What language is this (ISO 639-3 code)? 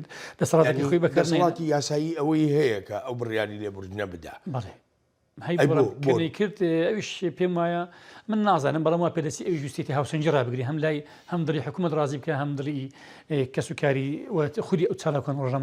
ckb